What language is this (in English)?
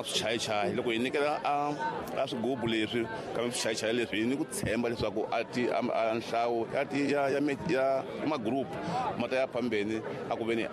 Tsonga